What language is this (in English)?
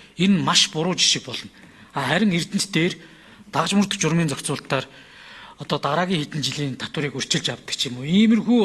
Mongolian